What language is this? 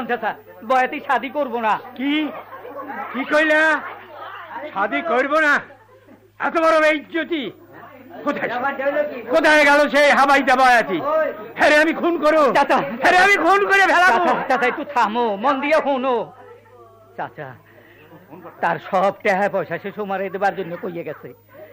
Bangla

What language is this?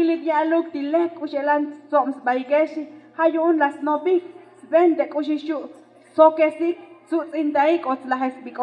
Tzotzil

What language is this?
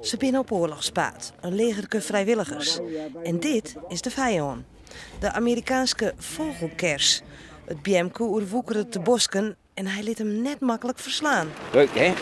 Western Frisian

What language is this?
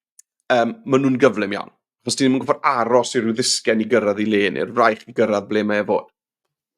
Welsh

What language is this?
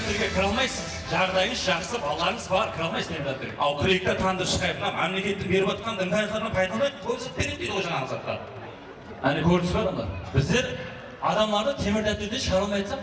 Kara-Kalpak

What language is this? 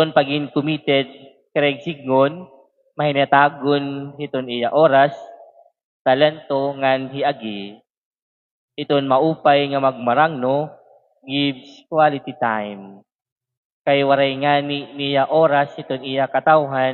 Waray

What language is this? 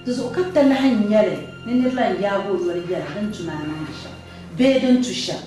Dagbani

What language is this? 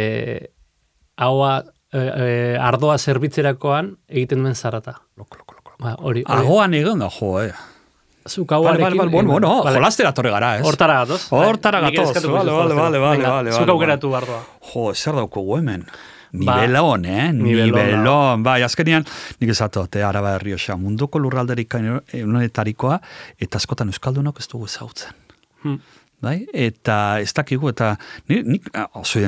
Basque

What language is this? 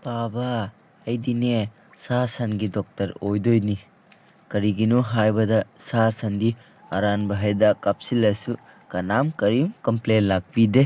Manipuri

